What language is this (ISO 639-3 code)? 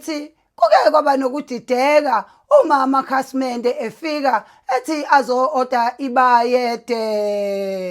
zul